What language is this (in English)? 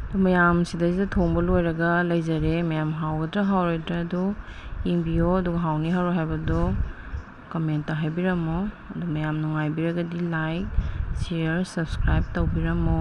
Manipuri